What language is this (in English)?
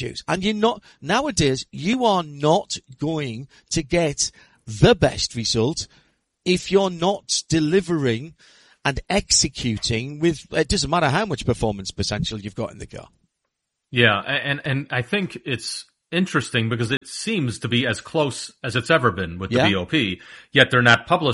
English